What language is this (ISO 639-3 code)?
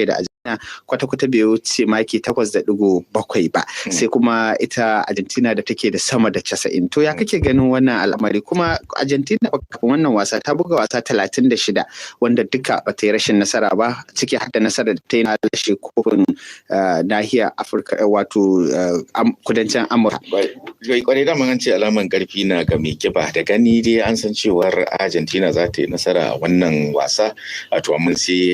hau